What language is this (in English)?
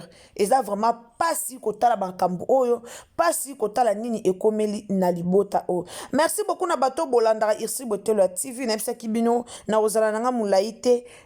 Lingala